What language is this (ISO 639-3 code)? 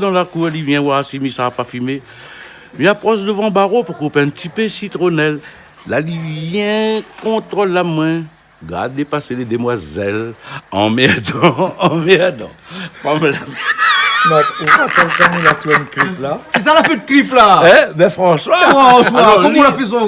rcf